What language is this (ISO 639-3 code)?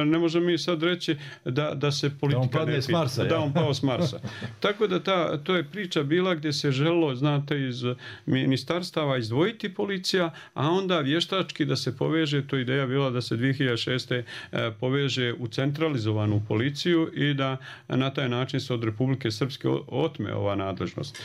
bos